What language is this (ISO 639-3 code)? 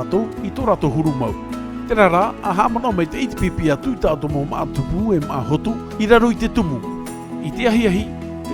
tah